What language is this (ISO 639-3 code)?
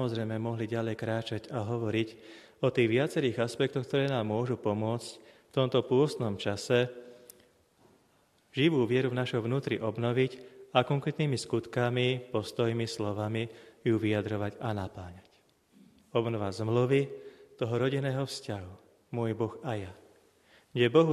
slk